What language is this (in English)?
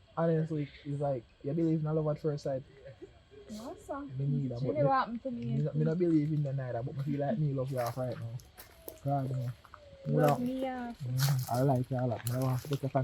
Jamaican Creole English